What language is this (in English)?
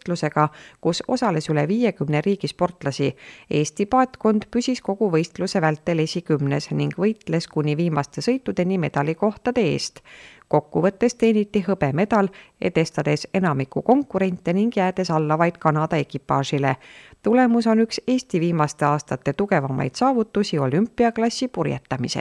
Estonian